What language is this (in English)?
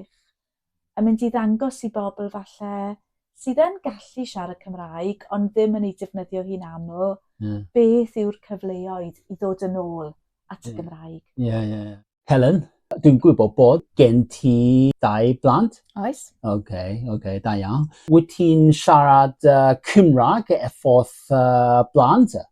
Welsh